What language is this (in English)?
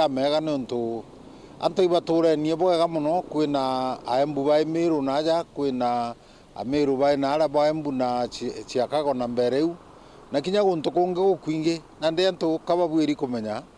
Meru